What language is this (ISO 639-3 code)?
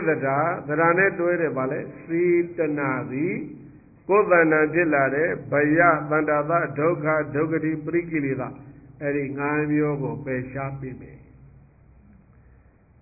mya